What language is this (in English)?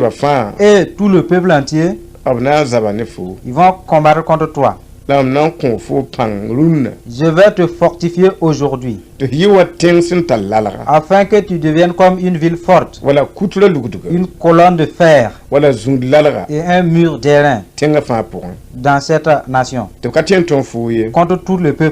Mossi